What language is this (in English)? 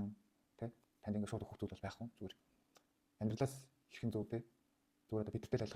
Mongolian